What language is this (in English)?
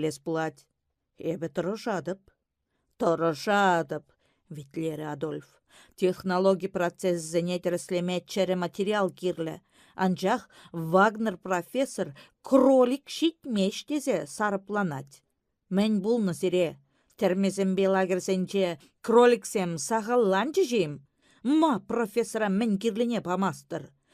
Chuvash